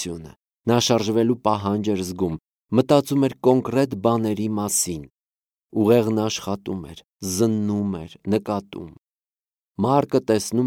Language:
Armenian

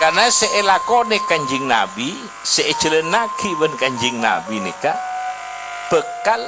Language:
Madurese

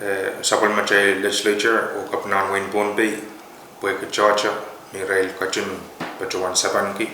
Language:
Pohnpeian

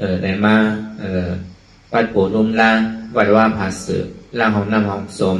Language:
Shan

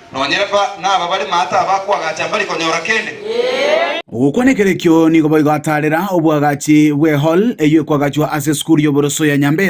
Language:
Gusii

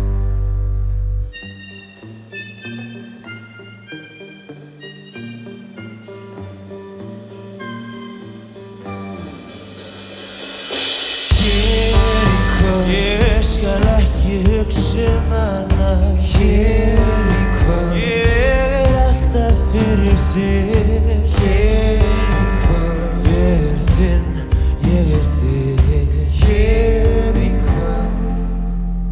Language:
Icelandic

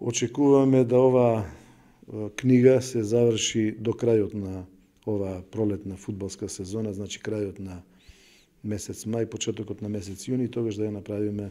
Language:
Macedonian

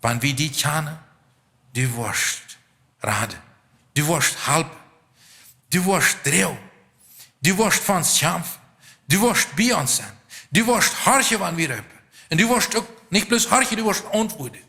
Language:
Plautdietsch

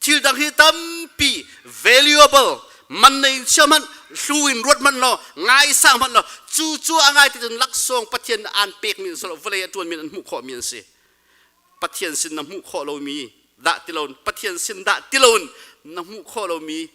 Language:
Hakha Chin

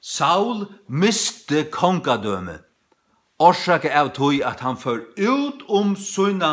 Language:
Faroese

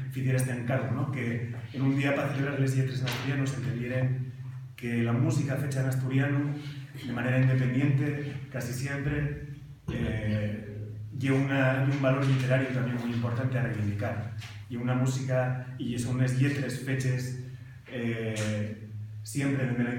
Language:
Asturian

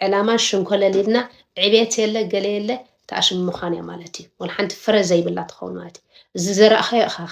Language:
Tigrinya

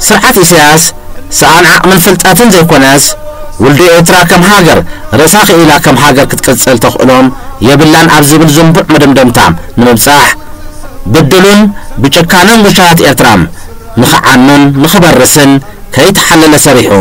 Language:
Tigrinya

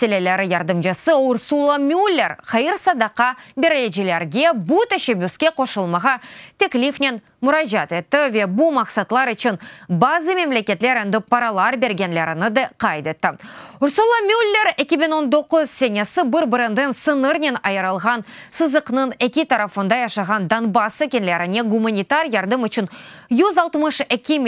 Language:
Crimean Tatar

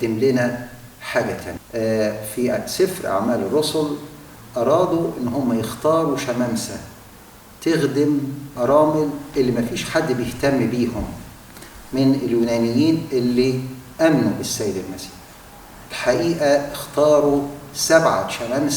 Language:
Egyptian Arabic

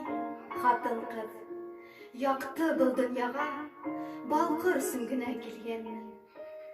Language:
Bashkir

